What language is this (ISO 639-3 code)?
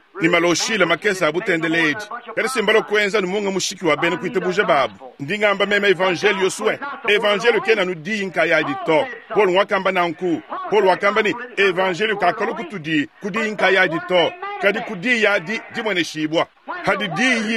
lua